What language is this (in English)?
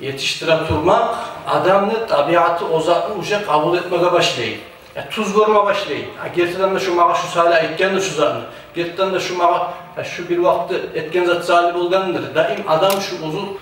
Kumyk